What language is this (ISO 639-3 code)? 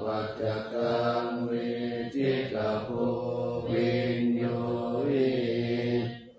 pli